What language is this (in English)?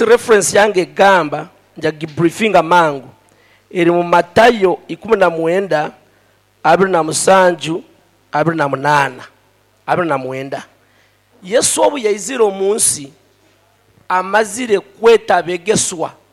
Nyoro